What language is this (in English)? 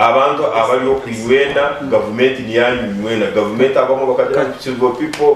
Nyankole